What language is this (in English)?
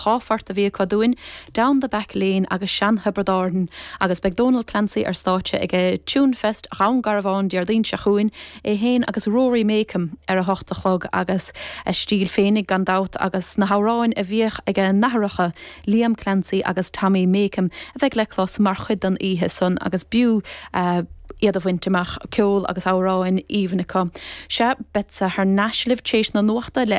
Irish